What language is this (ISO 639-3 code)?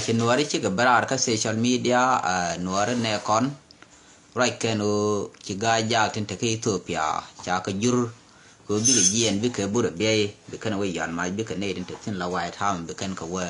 nus